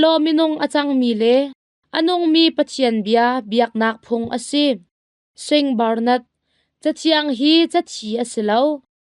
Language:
Hakha Chin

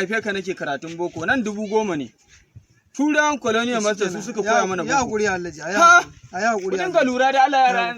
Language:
Hausa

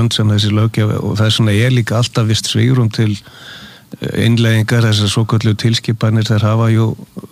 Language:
Icelandic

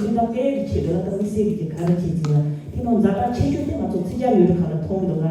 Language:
Tibetan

